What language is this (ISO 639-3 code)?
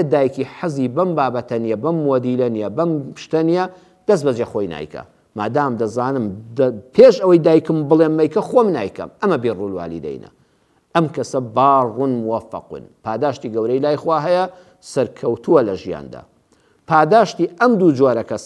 ckb